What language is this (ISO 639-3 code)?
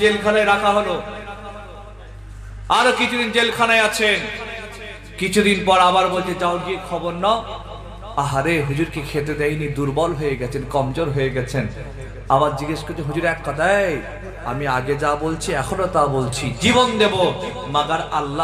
ben